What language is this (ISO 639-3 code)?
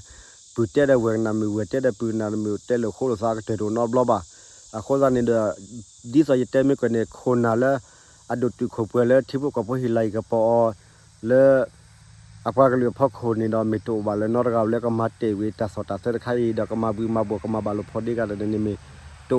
ksw